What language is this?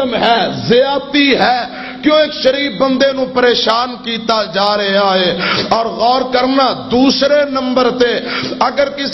Western Panjabi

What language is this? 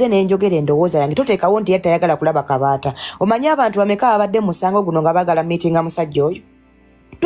Ganda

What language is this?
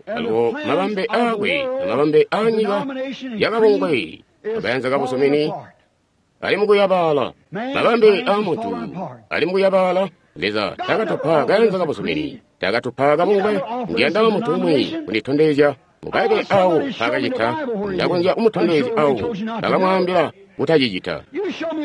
Tonga (Zambia)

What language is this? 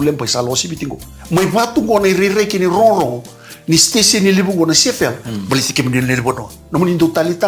Fijian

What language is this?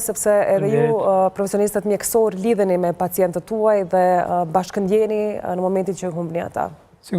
Albanian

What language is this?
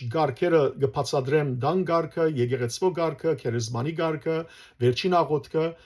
Western Armenian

